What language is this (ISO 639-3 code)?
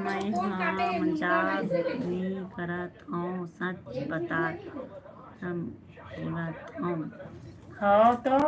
hne